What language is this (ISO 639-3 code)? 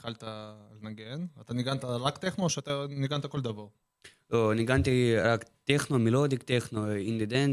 heb